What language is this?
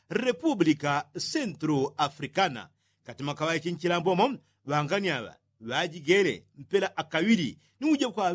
Yao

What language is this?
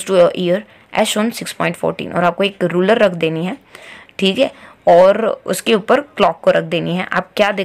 Hindi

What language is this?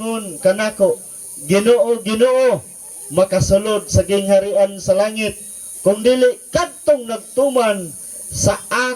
Cebuano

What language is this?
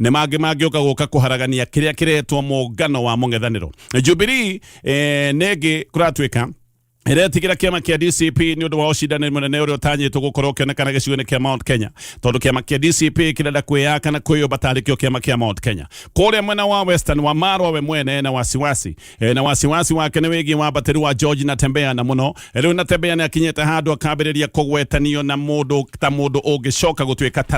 Kikuyu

